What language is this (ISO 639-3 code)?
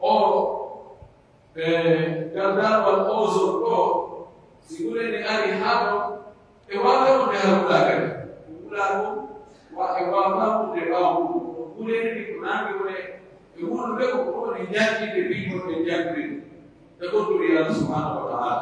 fuf